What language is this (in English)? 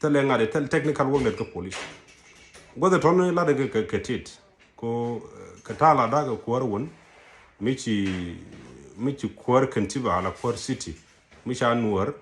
Nuer